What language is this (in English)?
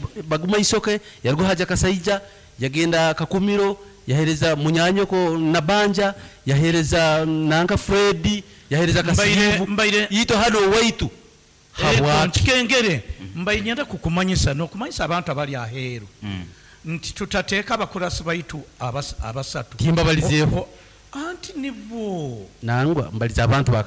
Nyankole